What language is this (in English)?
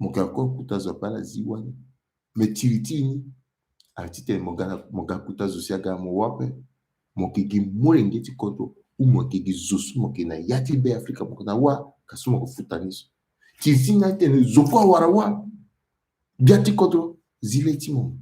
Sango